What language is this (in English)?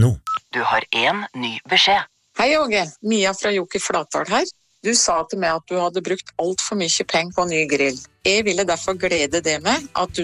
Norwegian